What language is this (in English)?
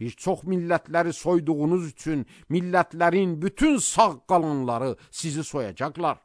Azerbaijani